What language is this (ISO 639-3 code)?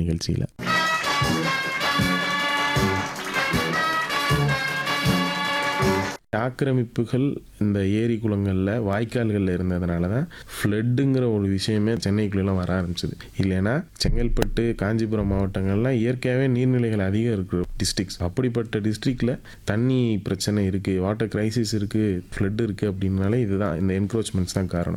tam